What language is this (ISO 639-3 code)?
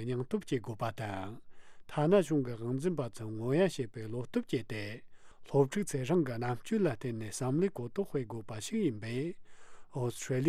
bod